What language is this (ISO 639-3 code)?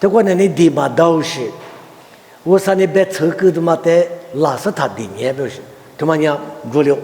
lis